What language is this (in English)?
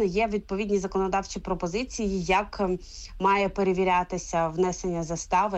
Ukrainian